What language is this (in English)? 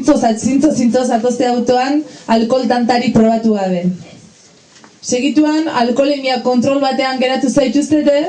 Basque